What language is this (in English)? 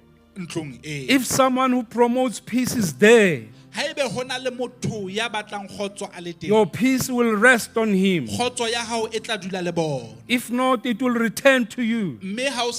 Southern Sotho